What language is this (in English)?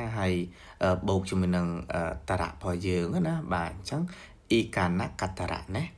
Khmer